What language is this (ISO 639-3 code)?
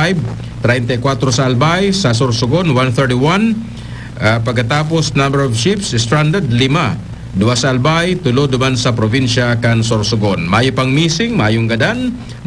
bik